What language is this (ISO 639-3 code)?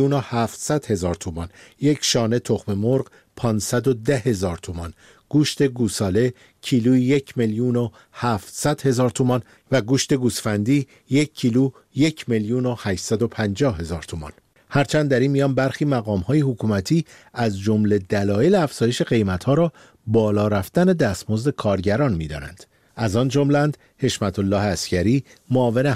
fas